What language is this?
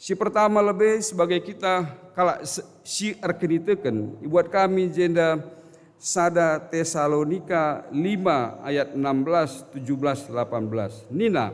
Batak Karo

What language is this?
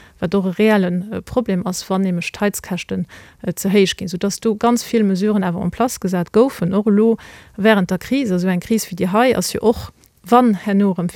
Luxembourgish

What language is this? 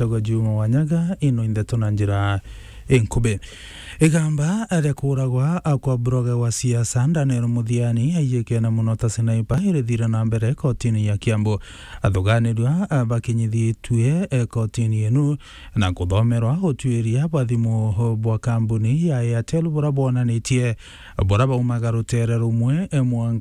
Meru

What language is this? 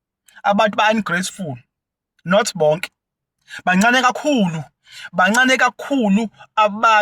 Zulu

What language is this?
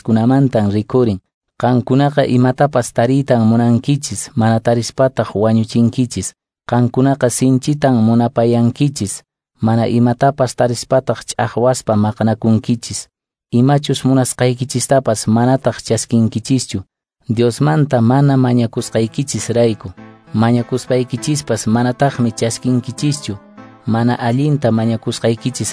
Quechua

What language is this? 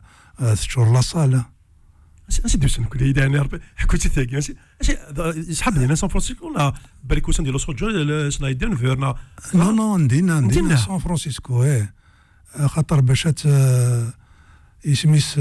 Kabyle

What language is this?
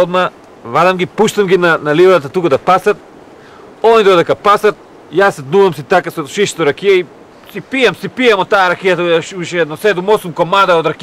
Macedonian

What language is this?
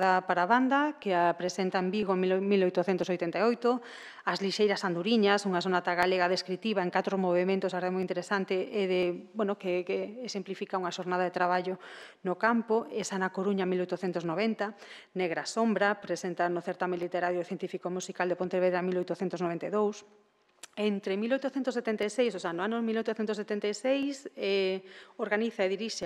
Galician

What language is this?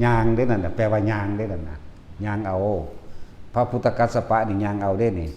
Lao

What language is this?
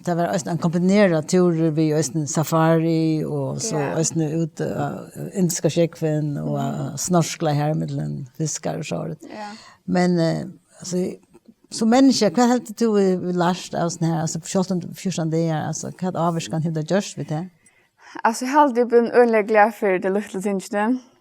Faroese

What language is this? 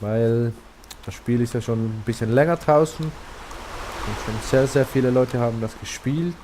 Swiss German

